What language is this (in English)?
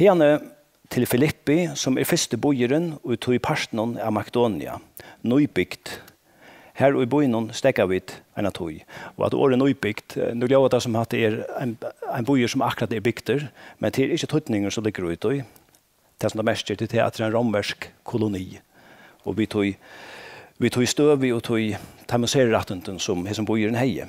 Faroese